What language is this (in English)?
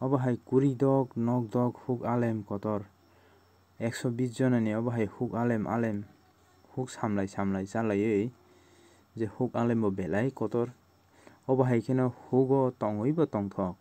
Kok Borok